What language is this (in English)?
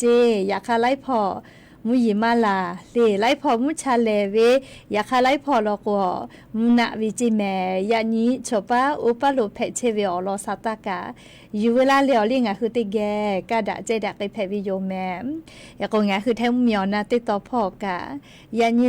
Lahu